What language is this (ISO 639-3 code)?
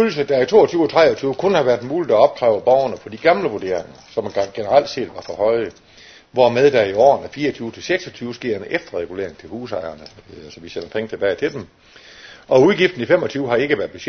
dan